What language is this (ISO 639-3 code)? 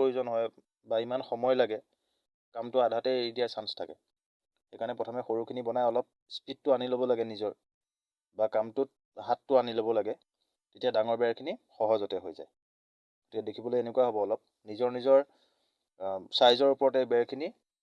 asm